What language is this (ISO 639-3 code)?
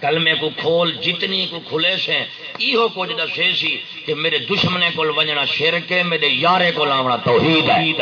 skr